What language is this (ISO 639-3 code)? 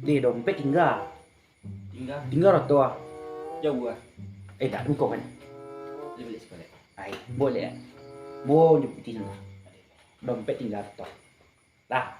min